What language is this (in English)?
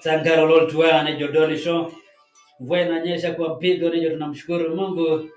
Masai